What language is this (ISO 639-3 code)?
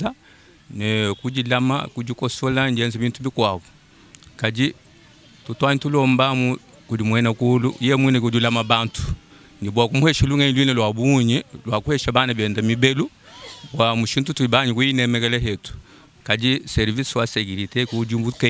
lua